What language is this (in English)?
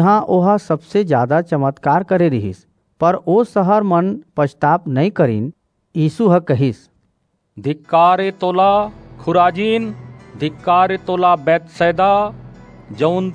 Chhattisgarhi